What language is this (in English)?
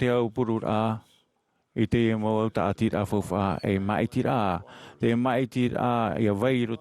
Tahitian